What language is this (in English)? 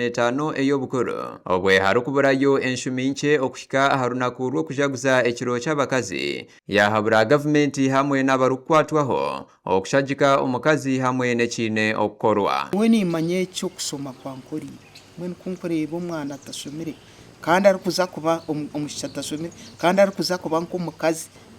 Nyankole